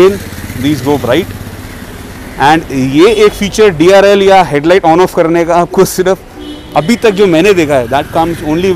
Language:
Hindi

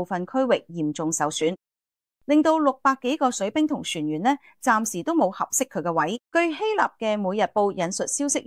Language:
Cantonese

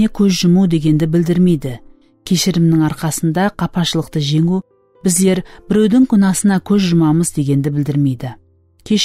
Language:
Kara-Kalpak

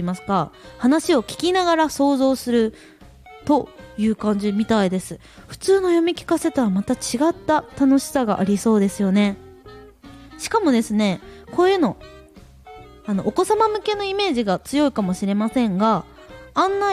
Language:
Japanese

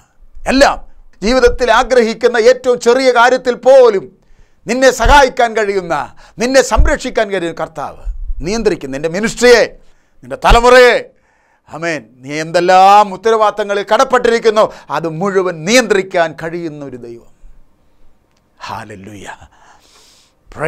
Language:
Malayalam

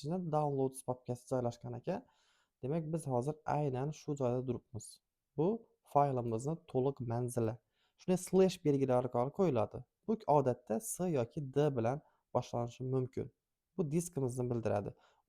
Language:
Uzbek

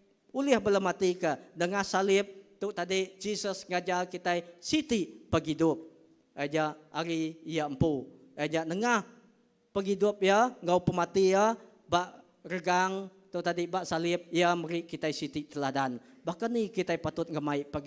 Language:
Iban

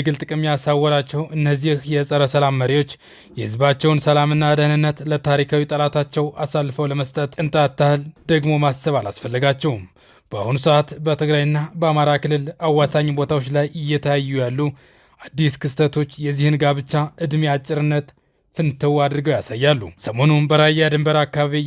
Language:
Amharic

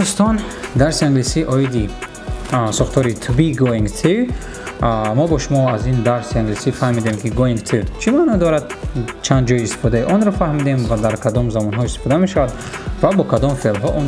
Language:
Tajik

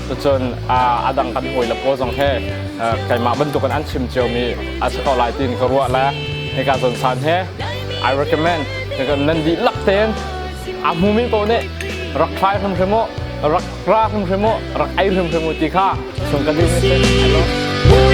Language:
Hakha Chin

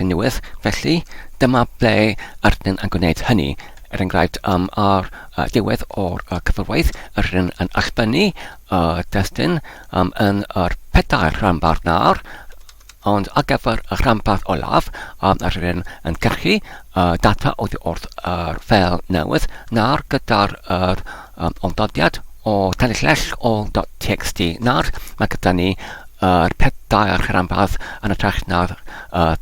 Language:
Welsh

